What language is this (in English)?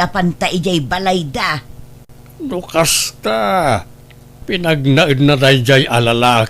Iloko